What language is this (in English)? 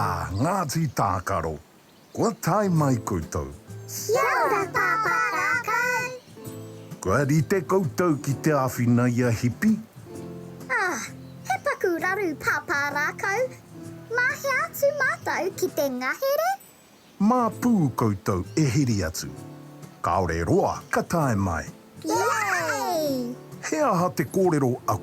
Māori